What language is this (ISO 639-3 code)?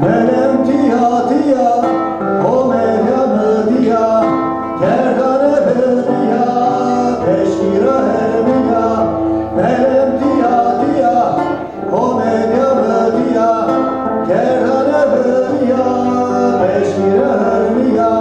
zza